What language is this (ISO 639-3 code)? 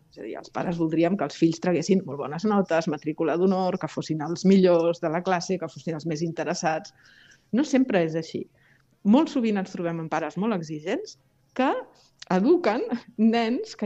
cat